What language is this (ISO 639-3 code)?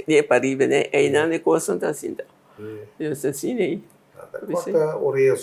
pap